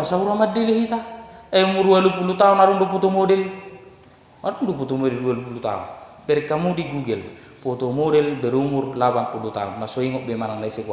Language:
Batak Toba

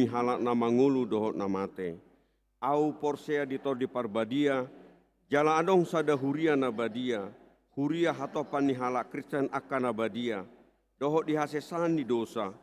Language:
Batak Toba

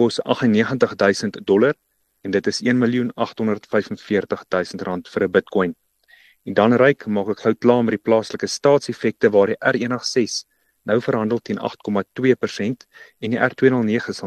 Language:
Afrikaans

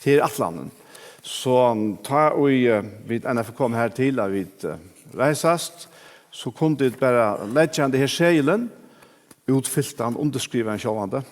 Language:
Faroese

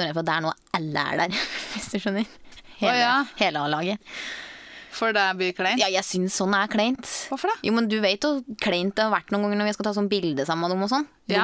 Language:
Norwegian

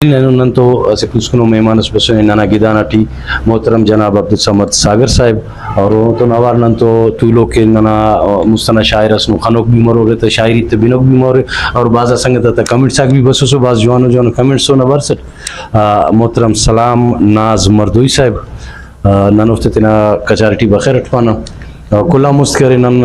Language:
Brahui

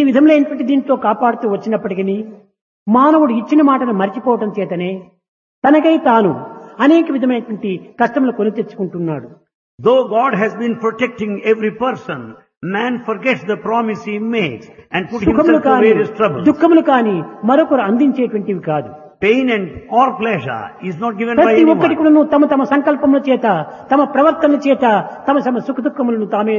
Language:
Telugu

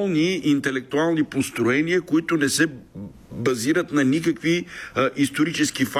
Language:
Bulgarian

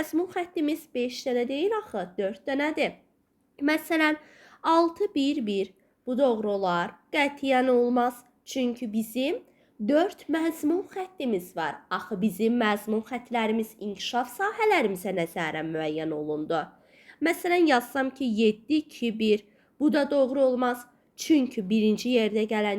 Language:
Azerbaijani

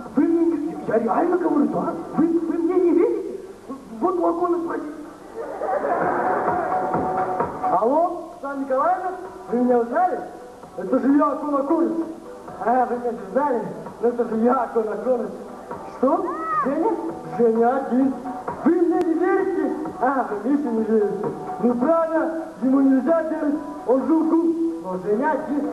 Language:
Russian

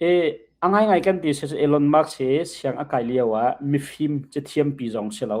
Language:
Hakha Chin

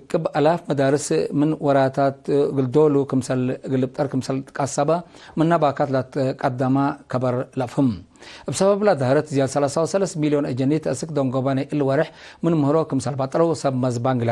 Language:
Tigre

